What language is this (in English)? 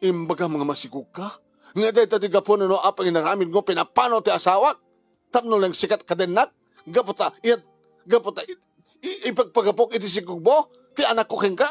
Iloko